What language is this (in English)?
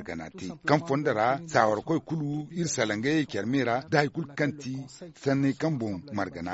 Zarma